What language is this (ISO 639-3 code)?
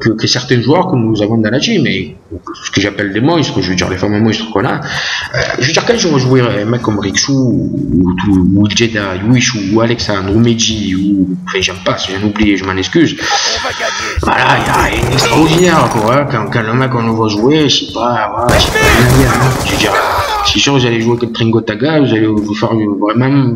fra